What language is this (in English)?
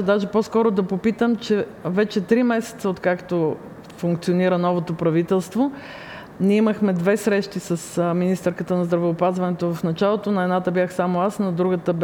Bulgarian